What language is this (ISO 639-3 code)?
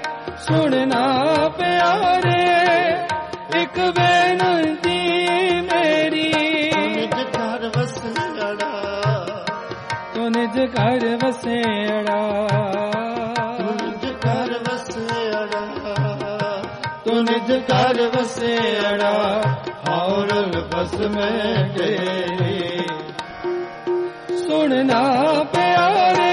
pan